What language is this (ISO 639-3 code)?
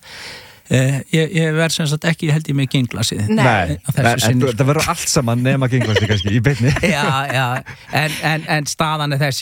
isl